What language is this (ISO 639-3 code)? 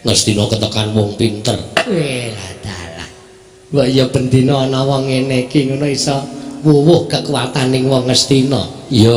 jav